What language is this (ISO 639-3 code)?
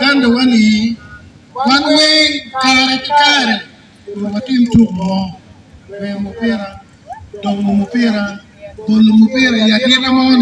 ach